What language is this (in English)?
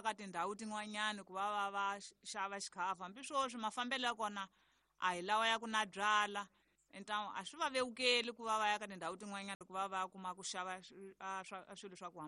Tsonga